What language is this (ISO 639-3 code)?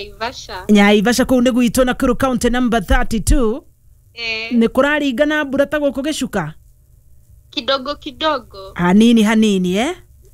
kik